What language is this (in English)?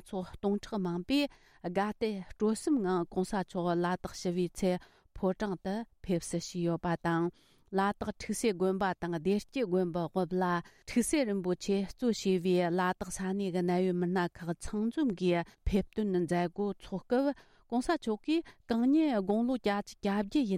Tibetan